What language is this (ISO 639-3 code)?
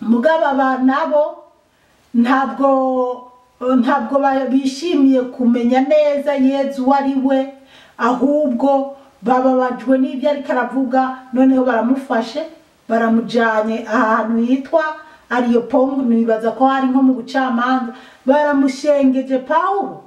run